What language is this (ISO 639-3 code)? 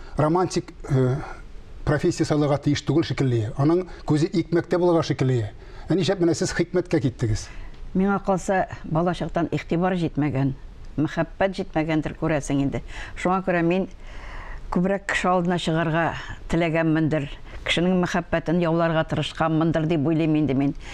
tat